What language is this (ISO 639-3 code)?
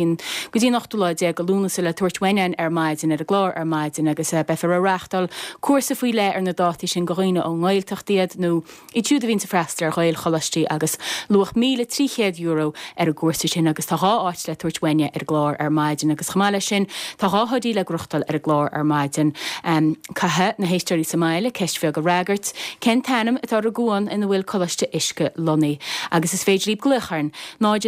gle